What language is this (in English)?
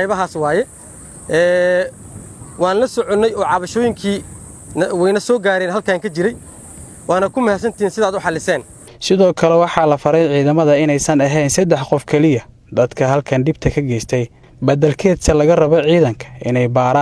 Somali